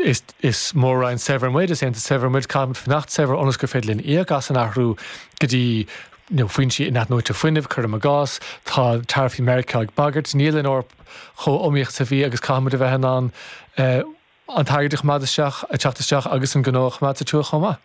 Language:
Irish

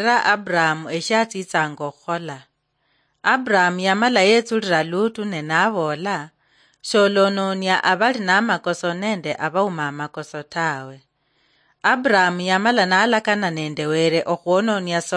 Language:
Luyia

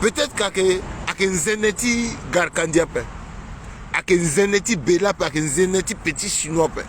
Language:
Sango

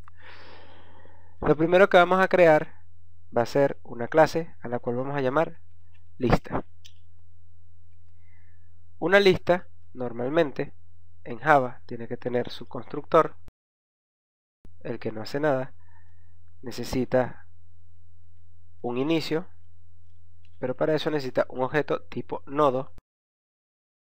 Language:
Spanish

